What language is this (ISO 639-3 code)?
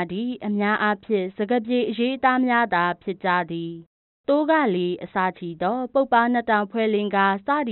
mya